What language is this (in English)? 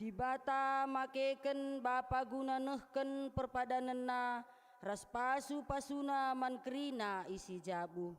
Batak Karo